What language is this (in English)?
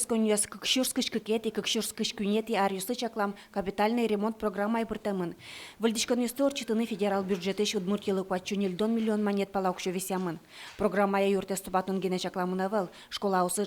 Udmurt